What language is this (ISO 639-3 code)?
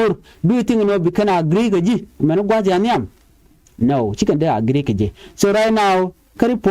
nus